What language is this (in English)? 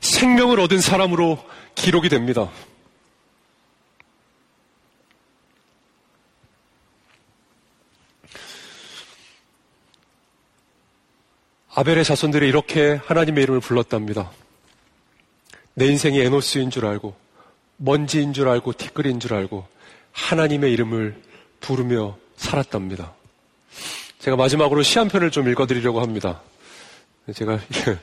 Korean